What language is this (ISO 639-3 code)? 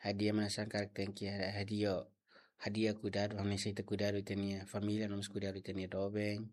tet